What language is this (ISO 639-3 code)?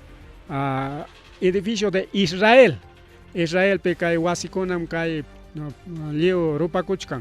quy